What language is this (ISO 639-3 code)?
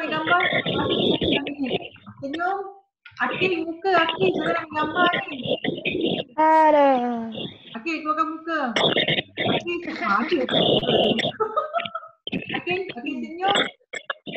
msa